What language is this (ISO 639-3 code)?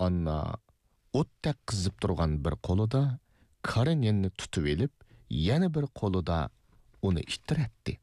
uig